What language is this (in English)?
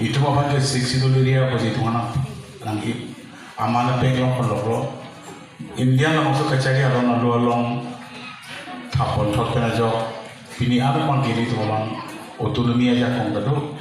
Karbi